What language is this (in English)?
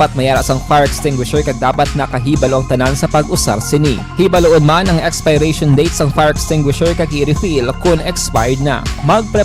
Hiligaynon